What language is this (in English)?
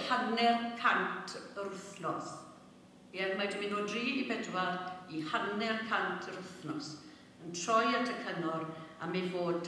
Welsh